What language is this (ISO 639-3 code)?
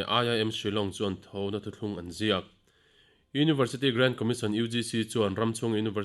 lus